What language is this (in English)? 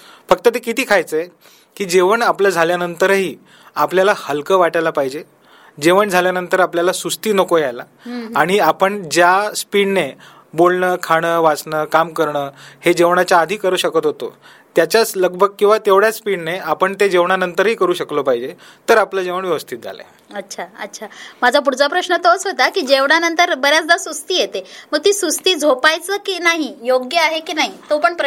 Marathi